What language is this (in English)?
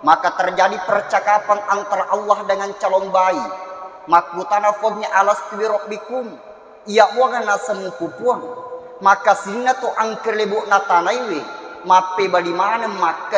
Buginese